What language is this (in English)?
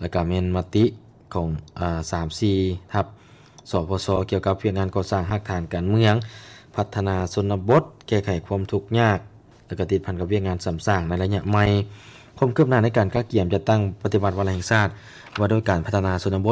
Lao